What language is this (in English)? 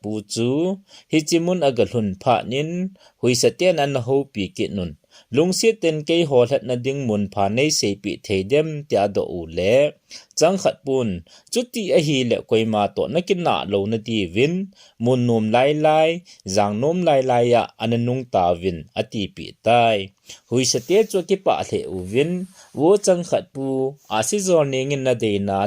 Thado Chin